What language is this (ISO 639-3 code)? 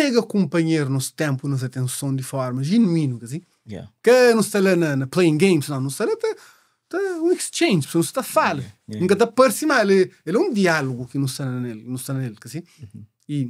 kea